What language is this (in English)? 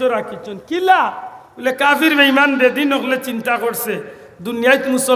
Sylheti